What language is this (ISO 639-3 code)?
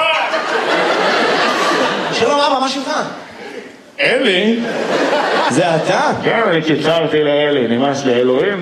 heb